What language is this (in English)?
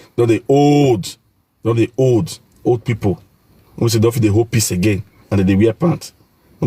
Nigerian Pidgin